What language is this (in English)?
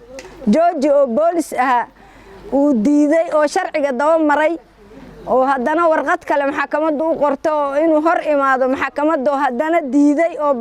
Somali